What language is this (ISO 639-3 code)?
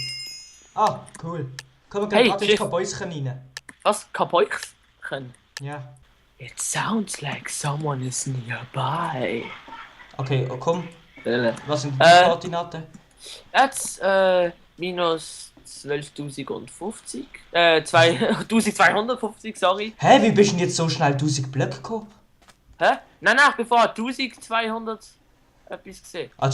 gsw